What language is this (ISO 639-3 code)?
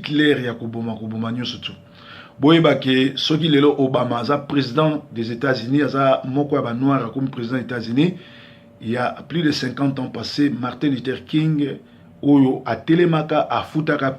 lin